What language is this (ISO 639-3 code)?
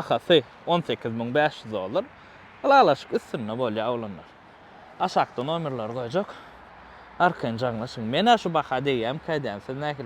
tuk